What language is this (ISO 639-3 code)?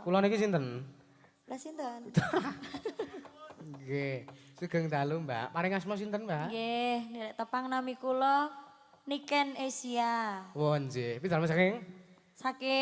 jav